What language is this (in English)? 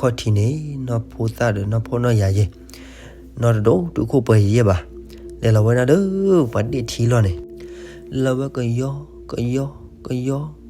S'gaw Karen